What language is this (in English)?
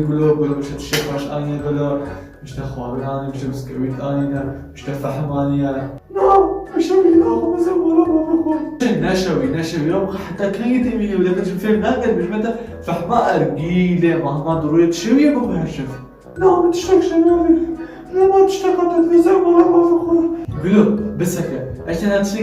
Kurdish